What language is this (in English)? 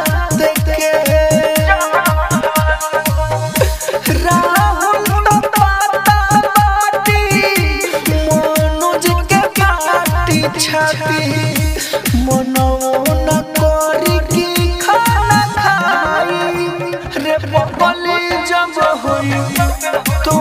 Bhojpuri